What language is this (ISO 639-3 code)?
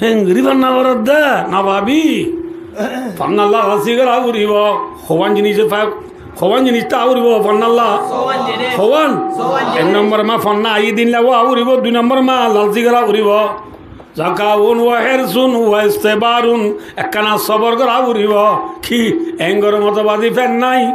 rhg